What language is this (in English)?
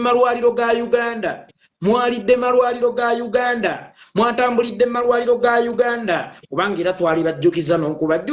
Ganda